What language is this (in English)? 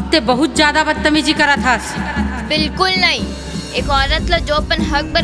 Chhattisgarhi